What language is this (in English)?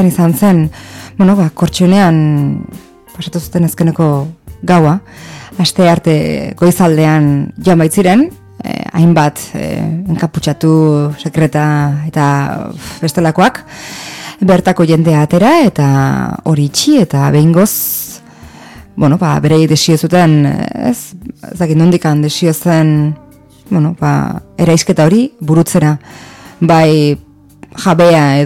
Basque